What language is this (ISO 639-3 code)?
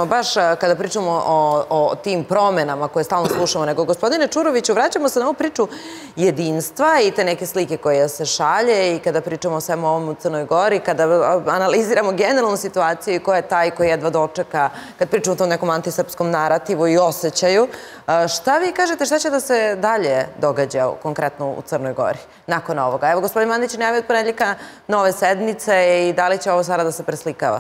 srp